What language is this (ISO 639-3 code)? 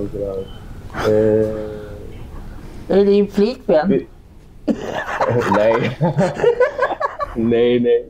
swe